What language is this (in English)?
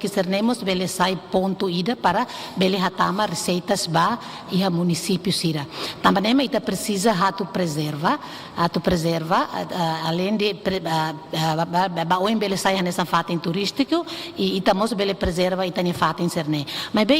Tetum